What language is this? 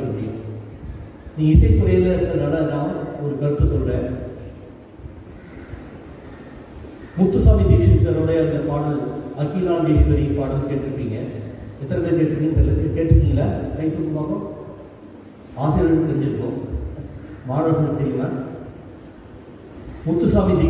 Tamil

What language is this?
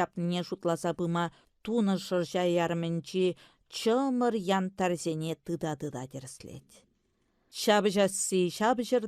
Chuvash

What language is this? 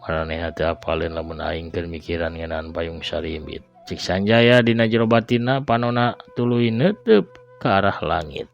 Sundanese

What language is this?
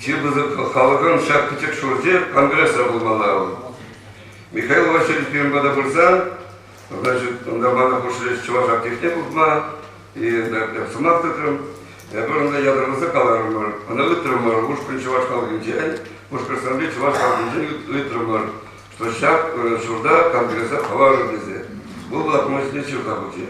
Chuvash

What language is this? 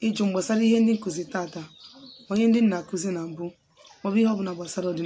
Igbo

